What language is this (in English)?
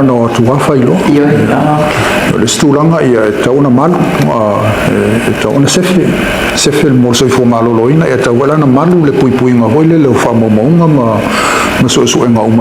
Samoan